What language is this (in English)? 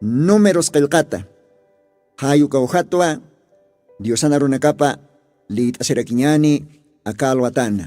Aymara